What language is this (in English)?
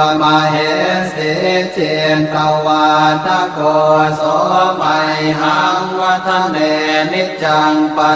Pali